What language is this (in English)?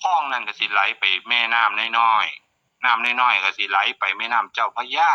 Northeastern Thai